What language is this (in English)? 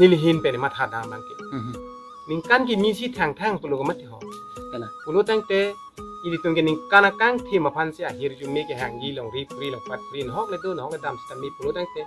Karbi